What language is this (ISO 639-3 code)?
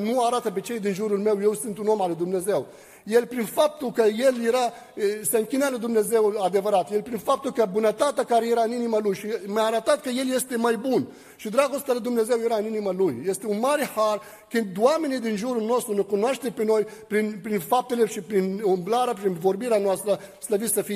ron